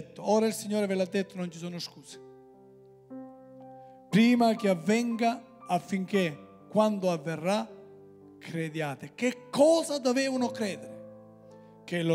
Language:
Italian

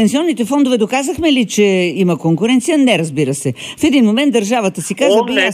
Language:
Bulgarian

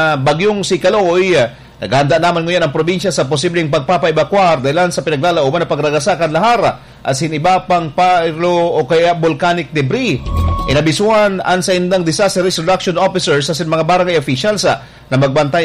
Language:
Bikol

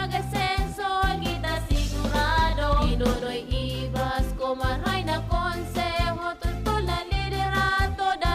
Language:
Bikol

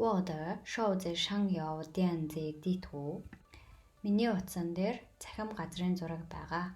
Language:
Mongolian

